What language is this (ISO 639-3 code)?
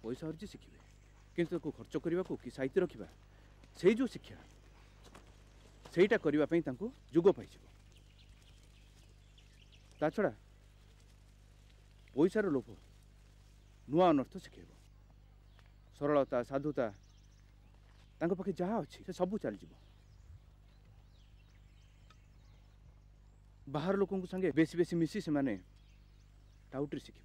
ori